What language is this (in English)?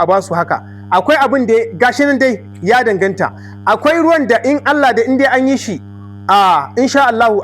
Hausa